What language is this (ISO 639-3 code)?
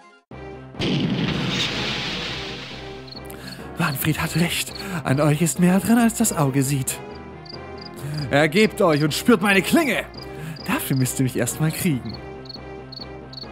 deu